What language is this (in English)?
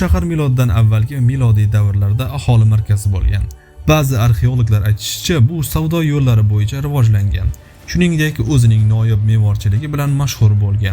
Uzbek